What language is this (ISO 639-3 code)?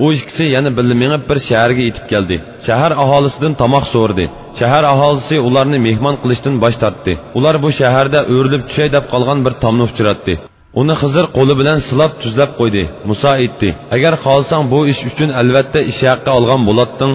uig